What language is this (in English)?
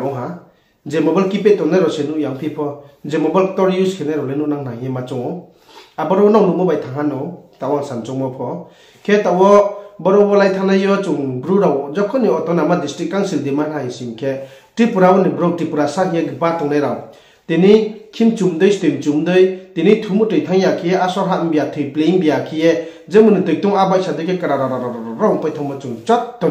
Riang (India)